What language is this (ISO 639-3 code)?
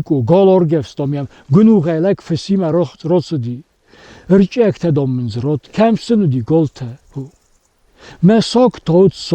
oss